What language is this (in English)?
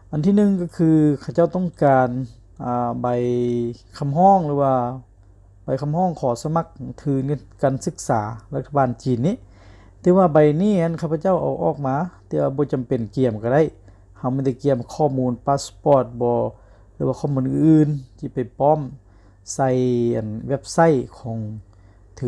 Lao